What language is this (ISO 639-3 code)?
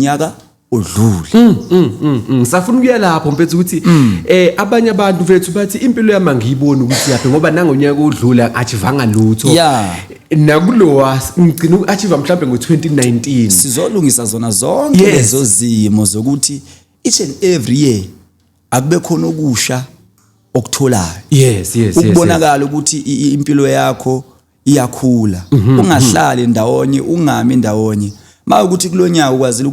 zul